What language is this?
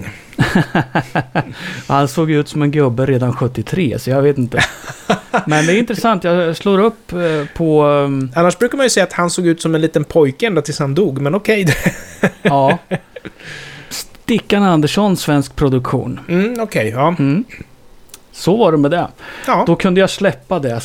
Swedish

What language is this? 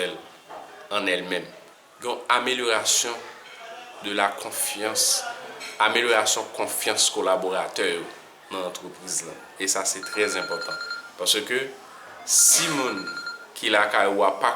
Haitian Creole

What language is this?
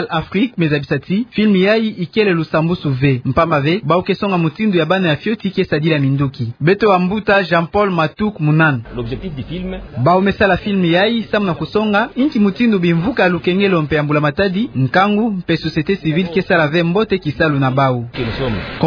Kituba (Democratic Republic of Congo)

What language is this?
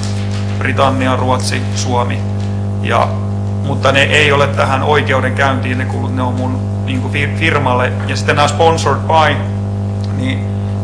Finnish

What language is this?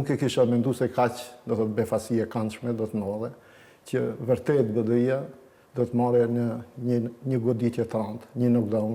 Albanian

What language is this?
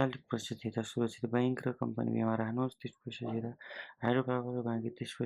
Nepali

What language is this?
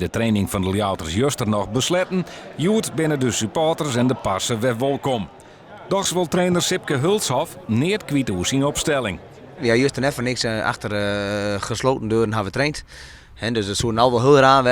Western Frisian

